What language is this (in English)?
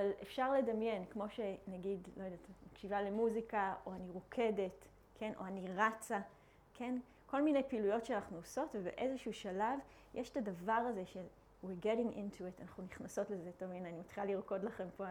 Hebrew